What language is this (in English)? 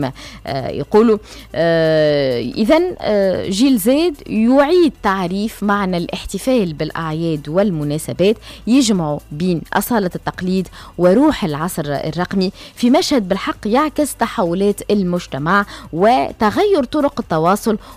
Tunisian Arabic